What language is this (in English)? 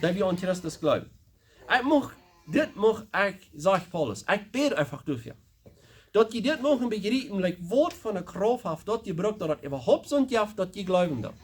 Plautdietsch